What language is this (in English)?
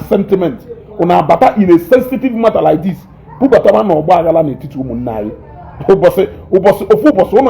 Igbo